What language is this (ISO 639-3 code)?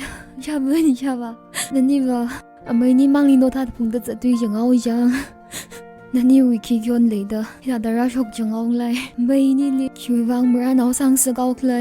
nmf